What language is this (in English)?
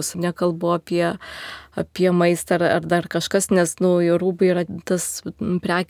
Lithuanian